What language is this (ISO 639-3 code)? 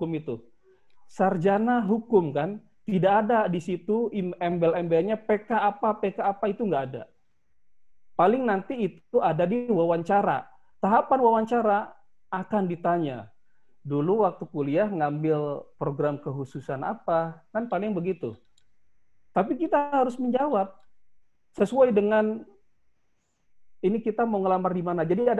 ind